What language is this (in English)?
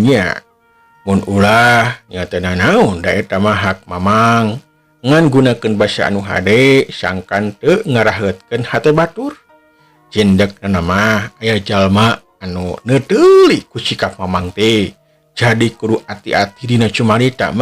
Sundanese